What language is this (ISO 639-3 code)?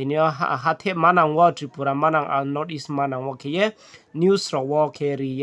ria